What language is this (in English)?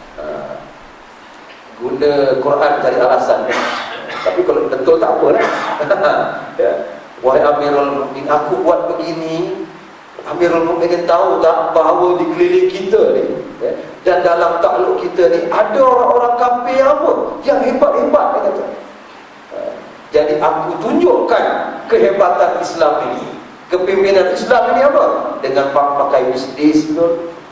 Malay